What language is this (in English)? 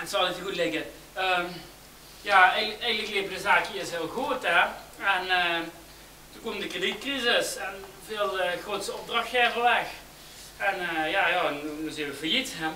Limburgish